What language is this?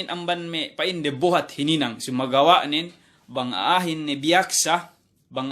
Yakan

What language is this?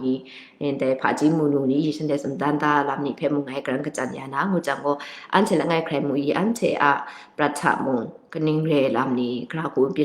Kachin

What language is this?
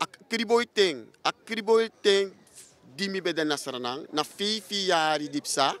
Sranan Tongo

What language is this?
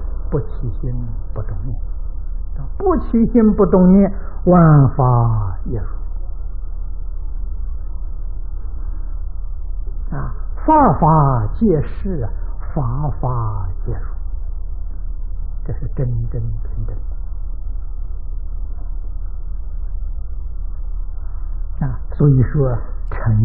Chinese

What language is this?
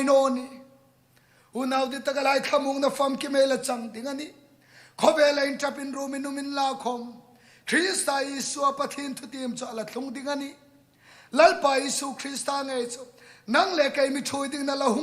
Hmar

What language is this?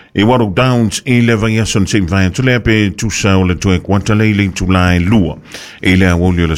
Samoan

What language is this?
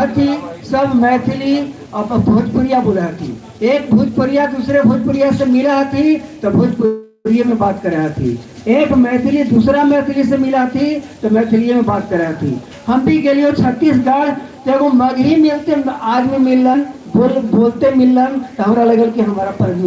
Magahi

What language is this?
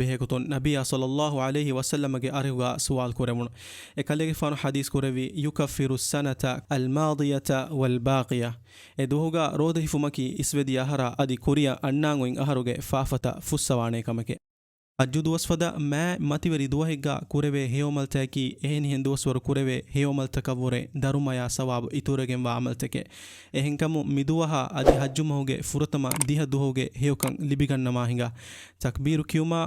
Divehi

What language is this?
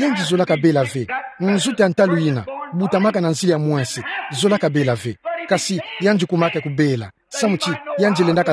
Kituba (Democratic Republic of Congo)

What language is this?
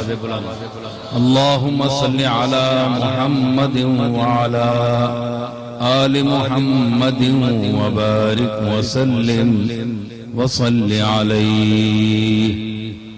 Urdu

